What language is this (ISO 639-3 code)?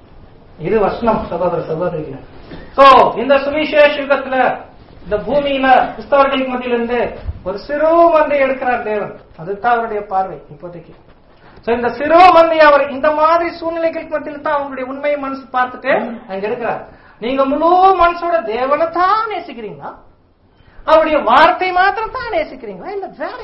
tam